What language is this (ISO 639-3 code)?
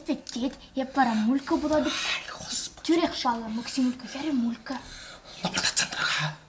chv